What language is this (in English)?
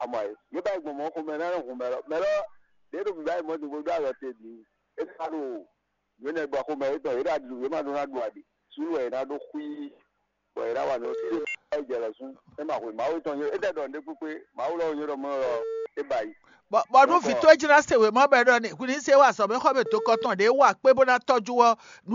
Fon